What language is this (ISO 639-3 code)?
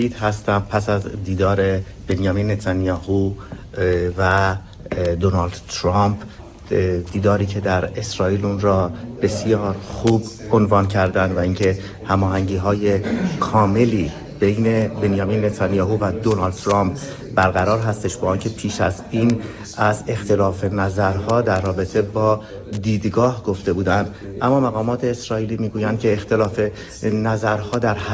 fas